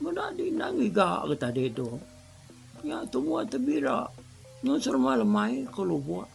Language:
Iban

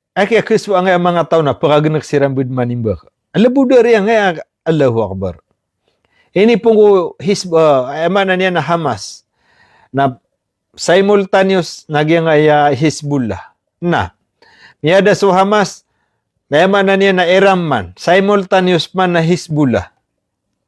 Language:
Maranao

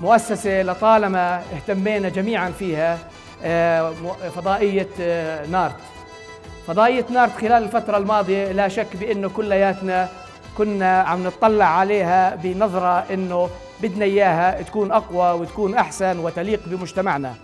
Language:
North Levantine Arabic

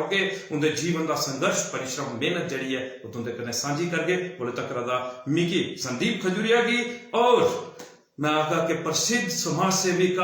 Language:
Dogri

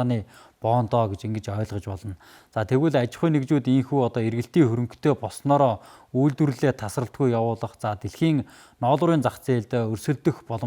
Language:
Mongolian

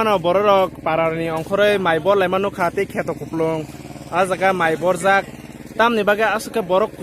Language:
Kok Borok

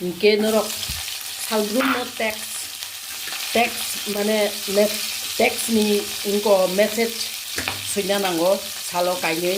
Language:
Kok Borok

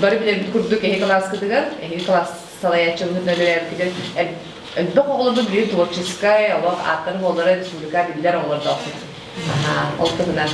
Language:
Yakut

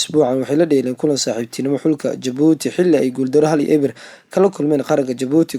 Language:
Somali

